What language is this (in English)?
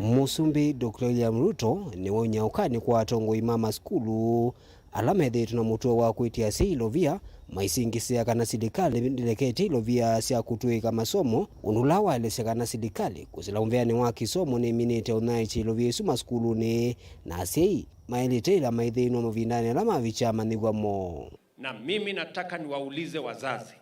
Kamba